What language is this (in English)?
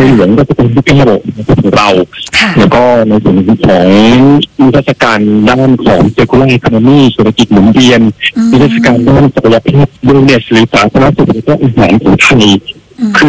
Thai